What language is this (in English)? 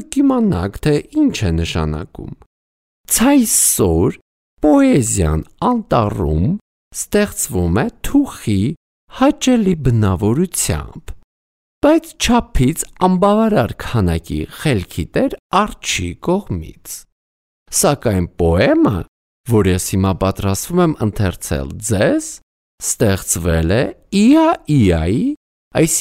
Armenian